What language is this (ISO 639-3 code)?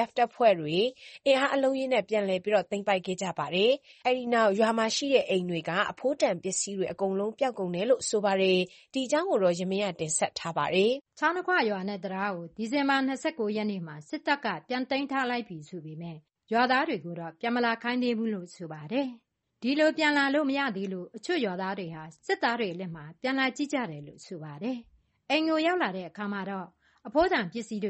mya